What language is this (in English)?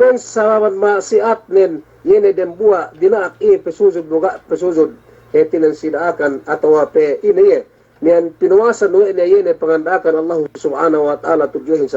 Yakan